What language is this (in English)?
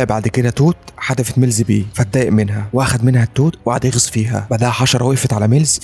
Egyptian Arabic